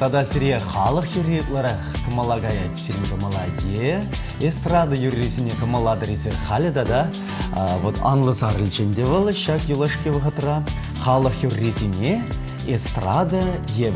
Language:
Chuvash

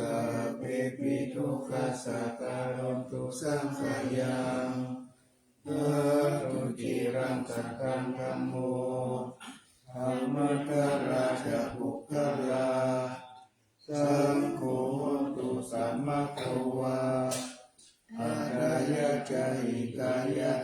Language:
Pali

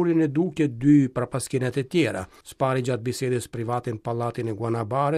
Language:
Albanian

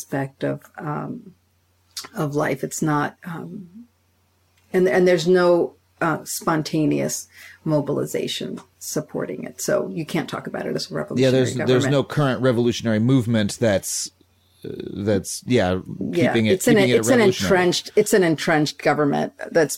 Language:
English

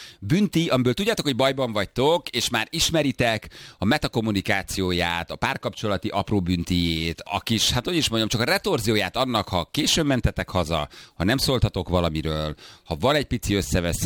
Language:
Hungarian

